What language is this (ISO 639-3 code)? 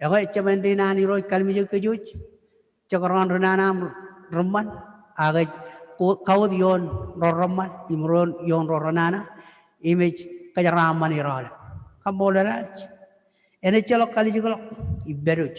mah